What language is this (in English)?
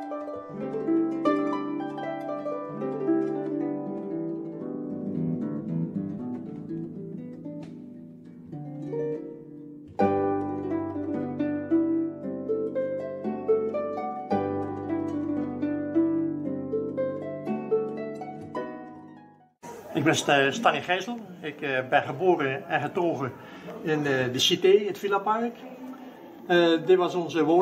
Dutch